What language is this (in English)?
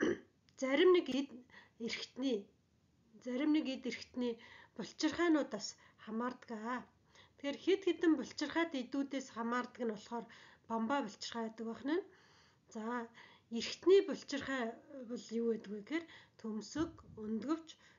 Mongolian